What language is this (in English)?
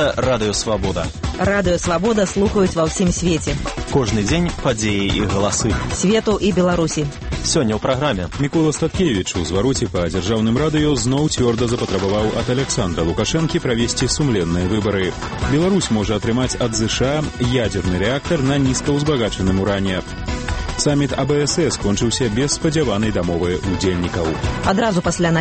Belarusian